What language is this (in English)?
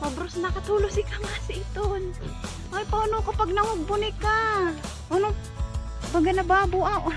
Bikol